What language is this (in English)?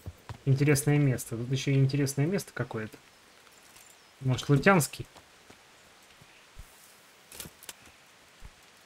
Russian